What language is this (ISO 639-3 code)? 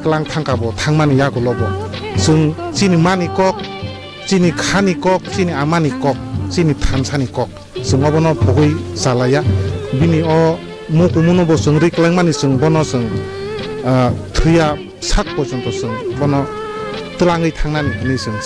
trp